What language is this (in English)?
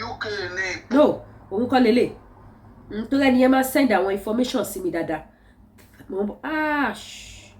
Yoruba